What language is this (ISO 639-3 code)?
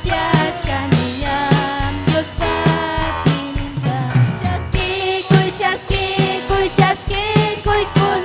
quy